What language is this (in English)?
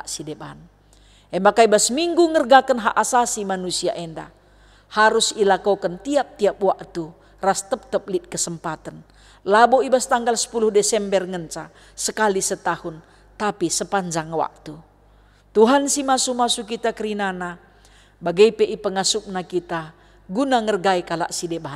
Batak Karo